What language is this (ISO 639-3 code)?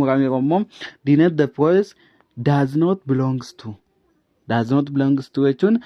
orm